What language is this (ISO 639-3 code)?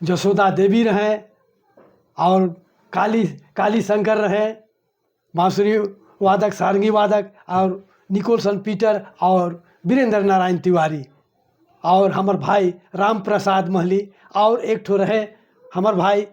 sck